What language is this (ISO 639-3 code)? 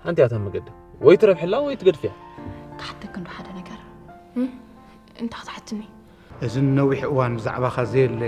tir